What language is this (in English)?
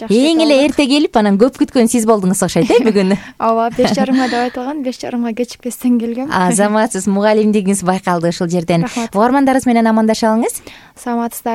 Kyrgyz